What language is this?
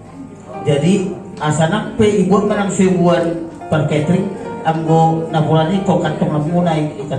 Batak Toba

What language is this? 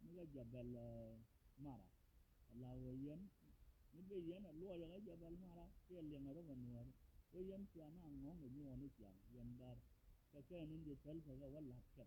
Nuer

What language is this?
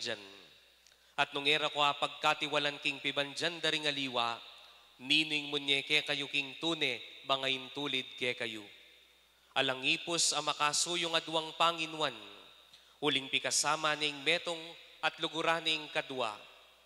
Pampanga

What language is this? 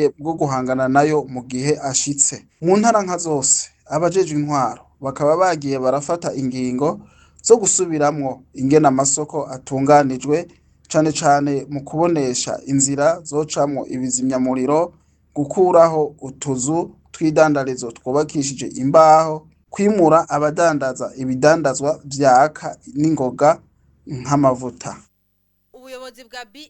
Rundi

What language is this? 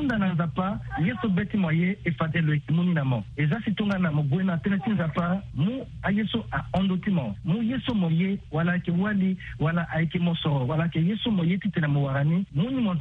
Sango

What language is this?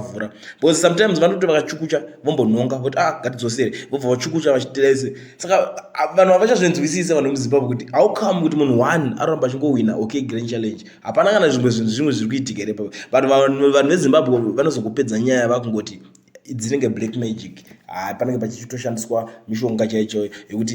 Shona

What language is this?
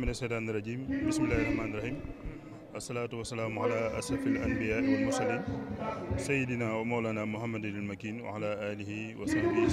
Wolof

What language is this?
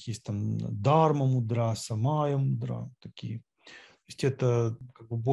Russian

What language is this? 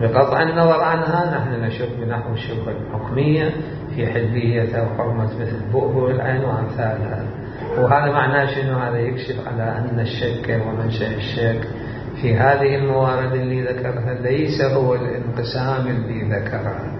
Mesopotamian Arabic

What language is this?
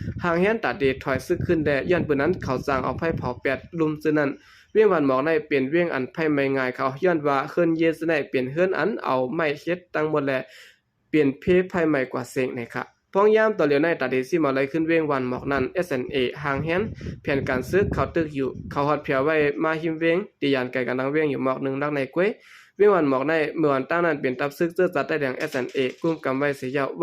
Shan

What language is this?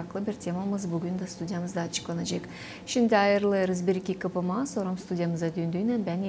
Gagauz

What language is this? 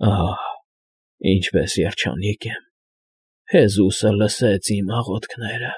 Armenian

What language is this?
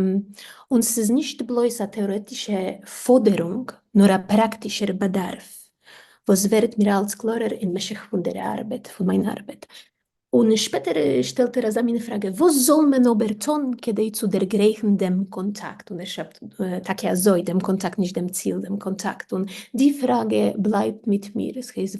Yiddish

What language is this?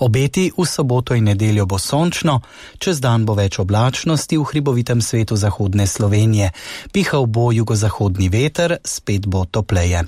Slovenian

